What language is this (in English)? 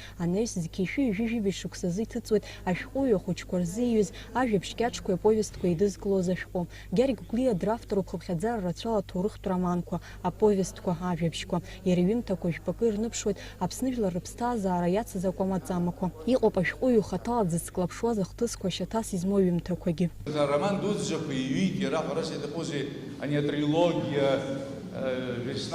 Abkhazian